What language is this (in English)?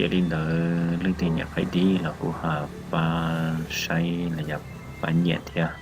Hmong